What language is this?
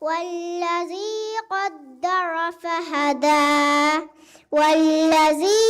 Divehi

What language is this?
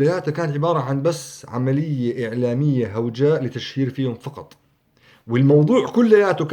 North Levantine Arabic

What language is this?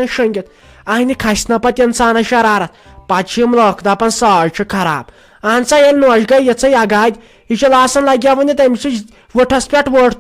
Kashmiri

